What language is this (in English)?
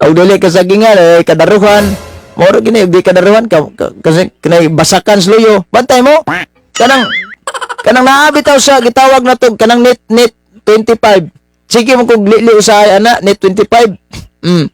Cebuano